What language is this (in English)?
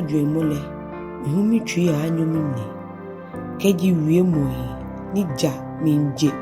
Ga